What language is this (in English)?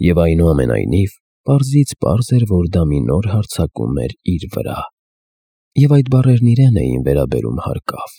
Armenian